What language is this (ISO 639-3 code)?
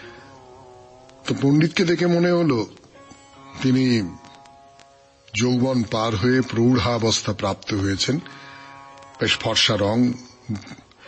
ben